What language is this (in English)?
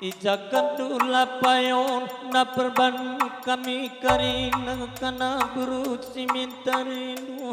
Batak Karo